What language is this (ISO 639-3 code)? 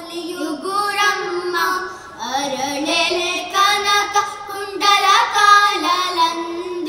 kan